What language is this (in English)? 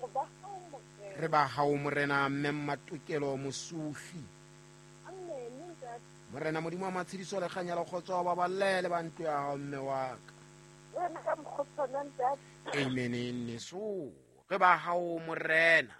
Southern Sotho